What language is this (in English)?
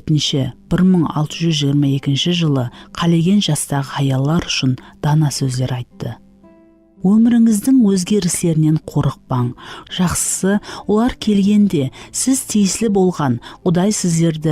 Kara-Kalpak